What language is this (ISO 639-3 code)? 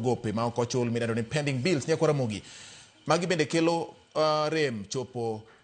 luo